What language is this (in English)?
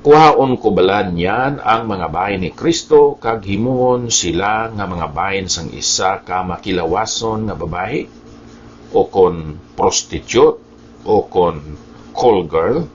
Hiligaynon